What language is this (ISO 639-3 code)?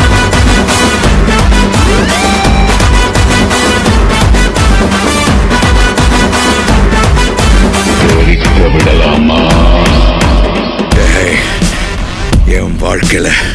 tam